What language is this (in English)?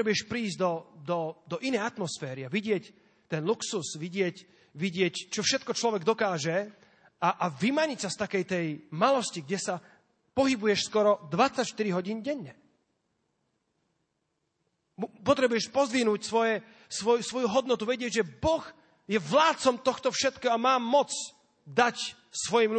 Slovak